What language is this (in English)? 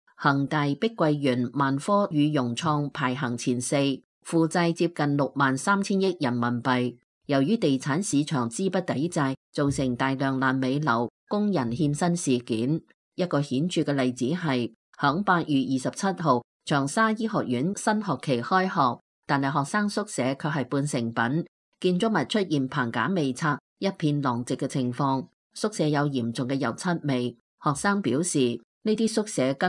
Cantonese